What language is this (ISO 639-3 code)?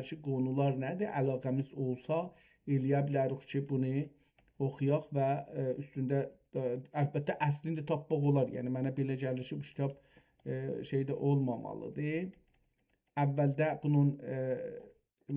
azb